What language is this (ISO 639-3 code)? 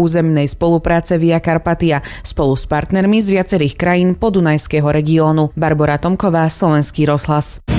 slk